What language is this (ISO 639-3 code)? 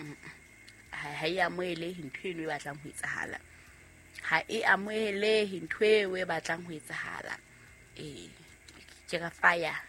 sot